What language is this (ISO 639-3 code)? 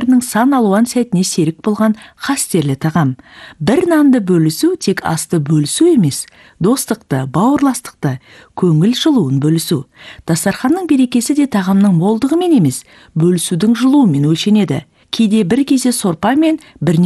kaz